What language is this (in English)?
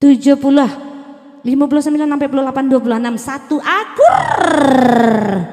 Minangkabau